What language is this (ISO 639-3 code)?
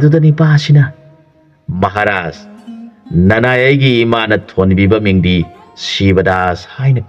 mni